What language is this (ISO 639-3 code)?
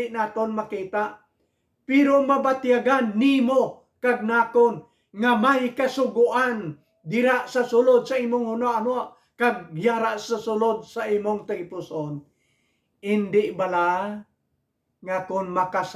hil